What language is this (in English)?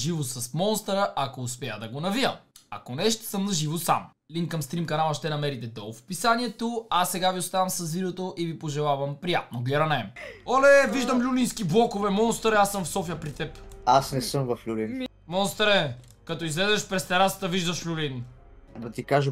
Bulgarian